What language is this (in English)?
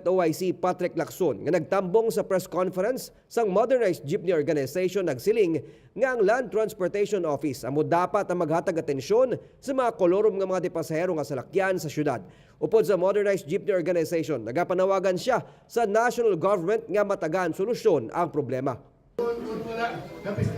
Hiligaynon